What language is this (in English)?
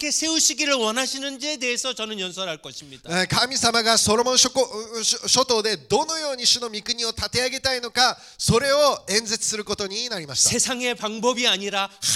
Korean